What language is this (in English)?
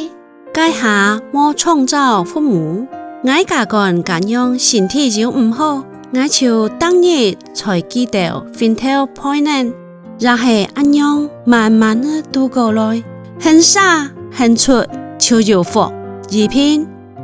Hakka Chinese